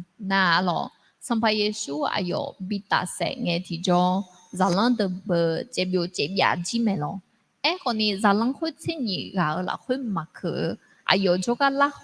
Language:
Akha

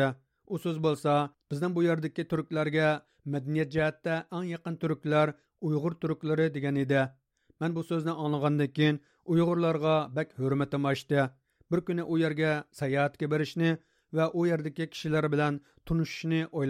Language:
Uyghur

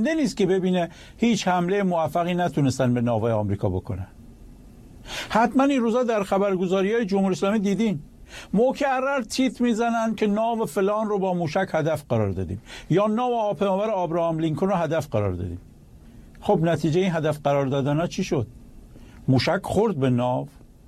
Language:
Persian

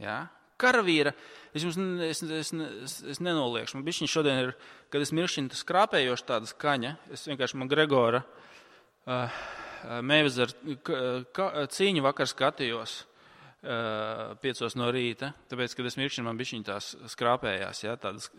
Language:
Latvian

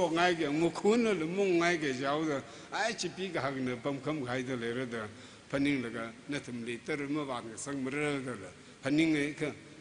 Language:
Tangkhul Naga (India)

